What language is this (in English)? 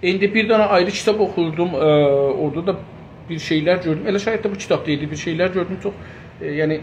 South Azerbaijani